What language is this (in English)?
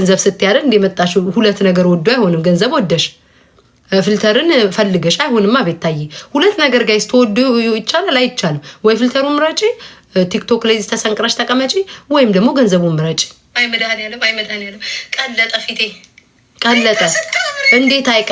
Amharic